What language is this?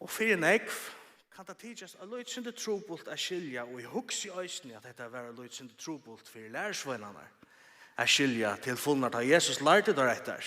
Faroese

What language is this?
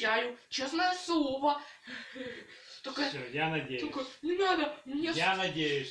Russian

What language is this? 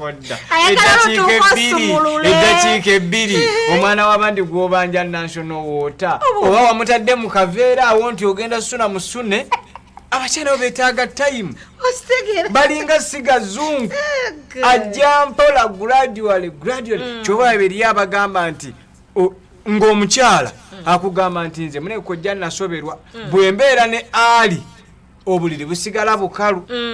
Ganda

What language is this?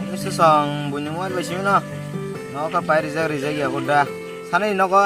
Kok Borok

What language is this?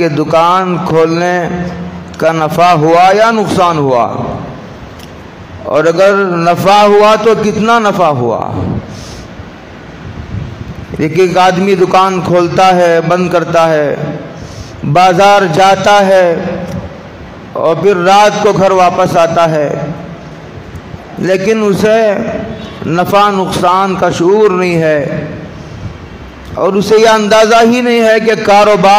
Urdu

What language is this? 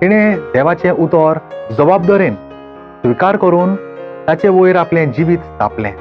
Konkani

